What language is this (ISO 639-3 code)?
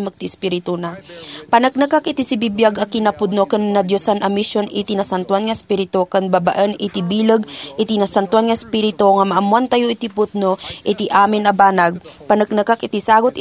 ilo